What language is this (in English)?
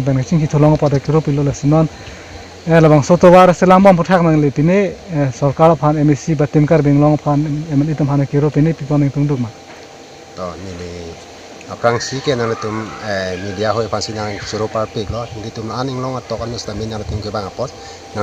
Karbi